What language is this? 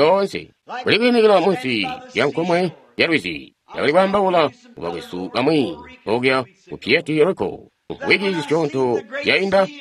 Tonga (Zambia)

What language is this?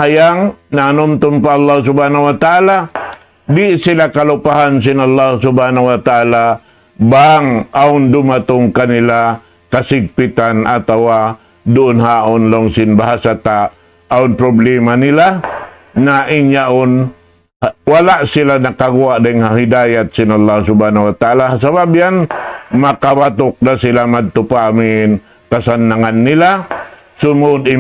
Tausug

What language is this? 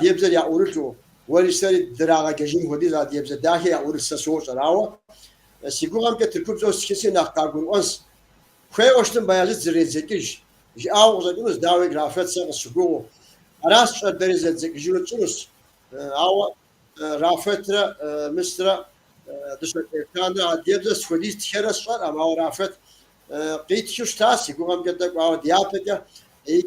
Kabardian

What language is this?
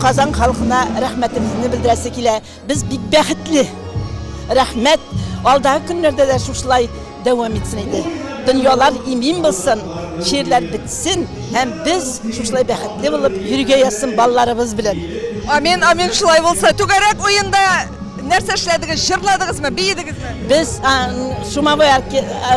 Tatar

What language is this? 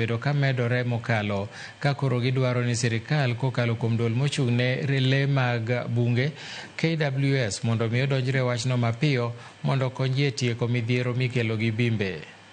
Luo (Kenya and Tanzania)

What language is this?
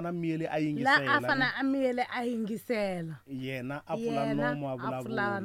Tsonga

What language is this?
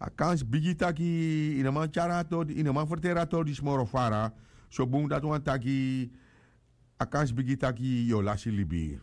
Sranan Tongo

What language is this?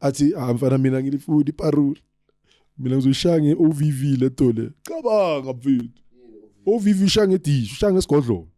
Zulu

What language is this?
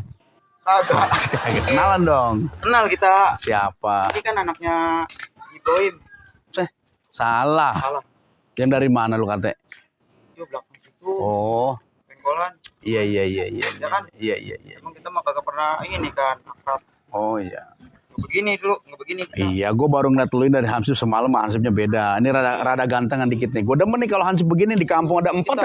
Betawi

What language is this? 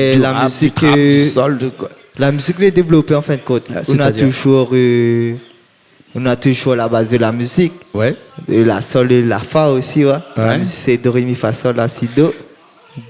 Réunion Creole French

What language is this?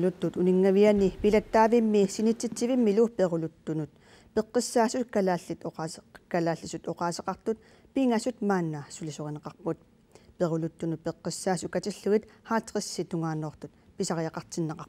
Kalaallisut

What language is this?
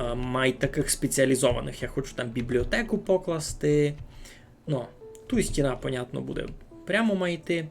Rusyn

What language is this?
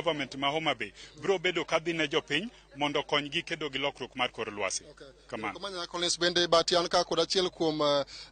Luo (Kenya and Tanzania)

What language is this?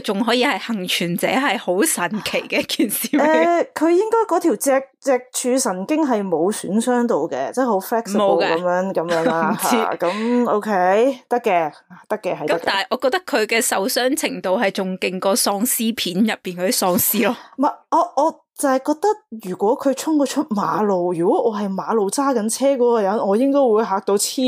Cantonese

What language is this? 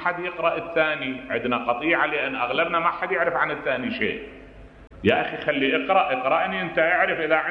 Mesopotamian Arabic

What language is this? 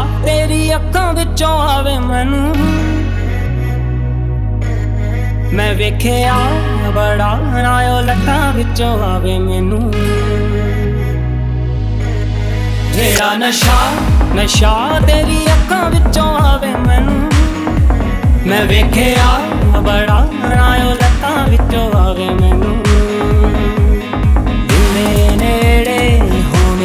Punjabi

